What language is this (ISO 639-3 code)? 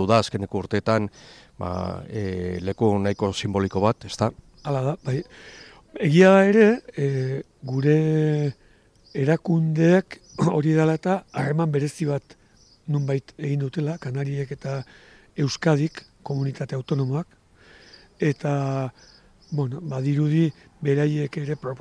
eus